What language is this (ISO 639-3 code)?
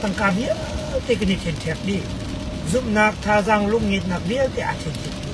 cnh